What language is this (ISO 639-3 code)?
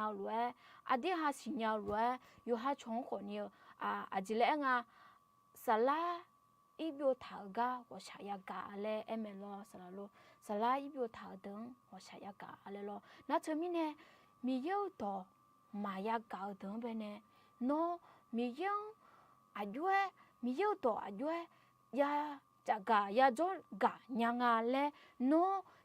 ahk